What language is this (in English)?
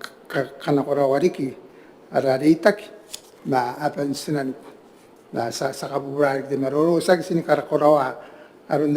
Gilbertese